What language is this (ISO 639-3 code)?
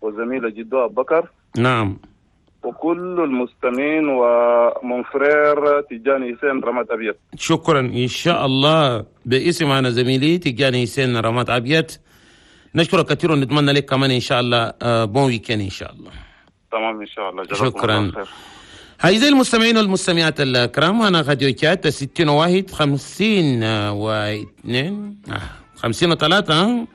shu